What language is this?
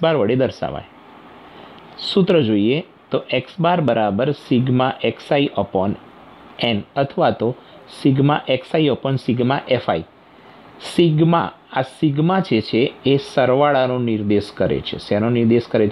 Gujarati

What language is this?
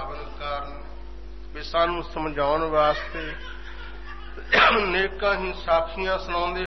Punjabi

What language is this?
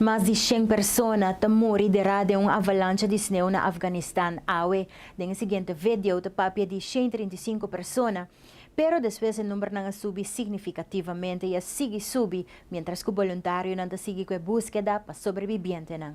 Papiamento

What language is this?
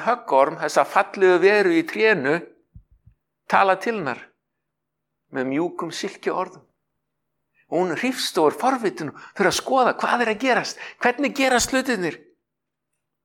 Icelandic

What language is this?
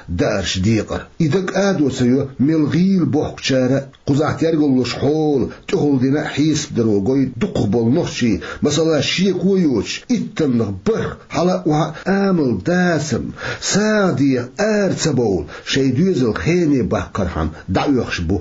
Chechen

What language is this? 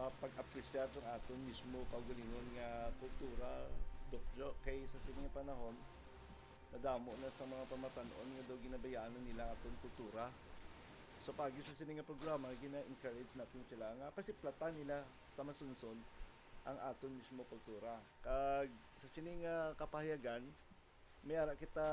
Hiligaynon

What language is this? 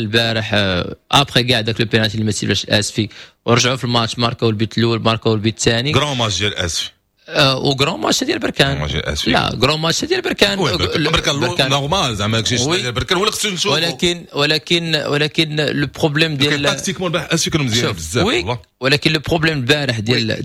Moroccan Arabic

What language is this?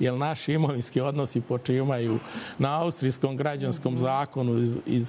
Serbian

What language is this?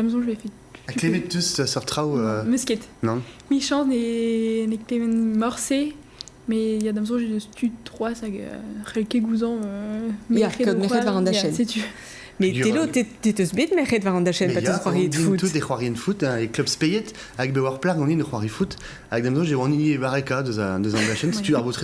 Breton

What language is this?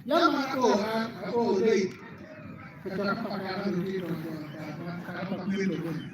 Acoli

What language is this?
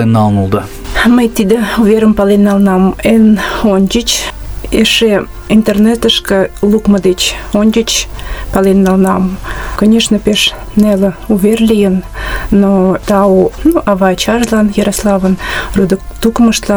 Mari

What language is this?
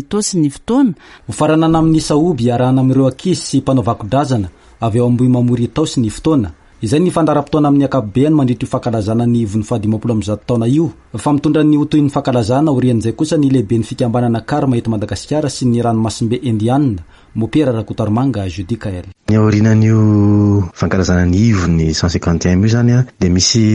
Malagasy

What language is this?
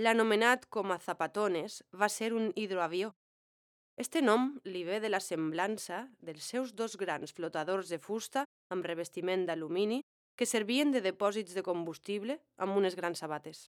Catalan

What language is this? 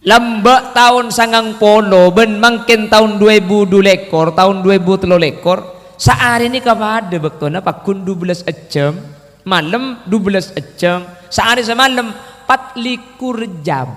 Madurese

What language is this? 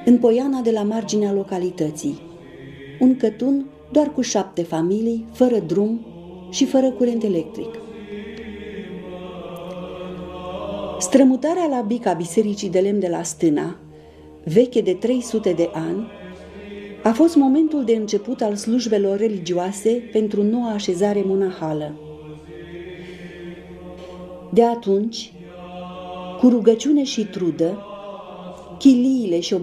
Romanian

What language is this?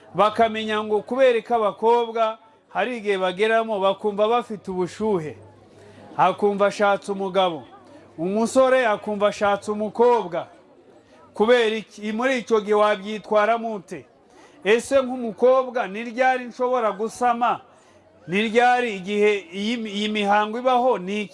Kinyarwanda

